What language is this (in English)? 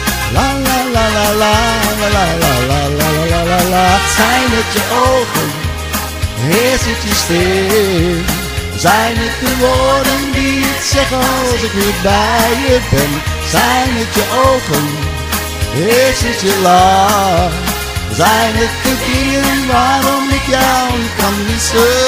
Dutch